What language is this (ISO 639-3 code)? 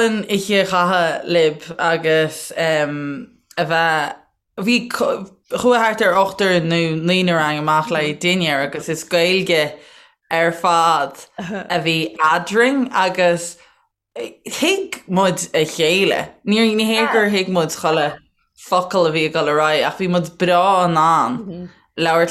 gle